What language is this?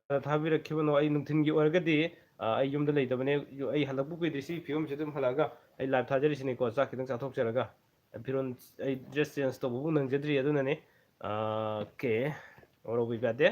Manipuri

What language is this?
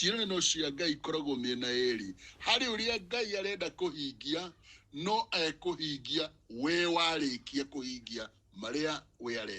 Kikuyu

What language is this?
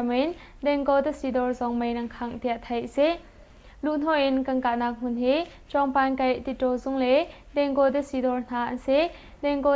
Hakha Chin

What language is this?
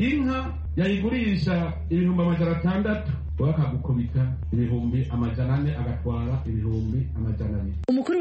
Kinyarwanda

